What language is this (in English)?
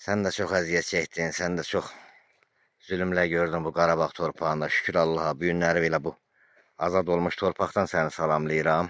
Azerbaijani